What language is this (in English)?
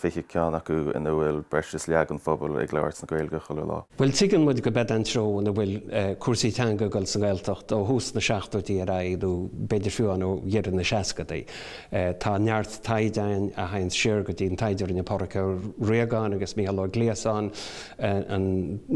Irish